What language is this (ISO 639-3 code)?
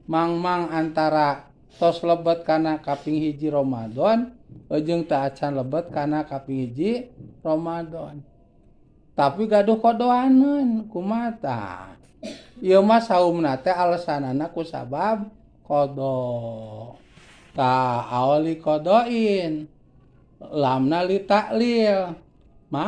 sun